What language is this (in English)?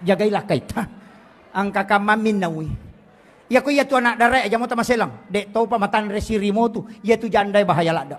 Buginese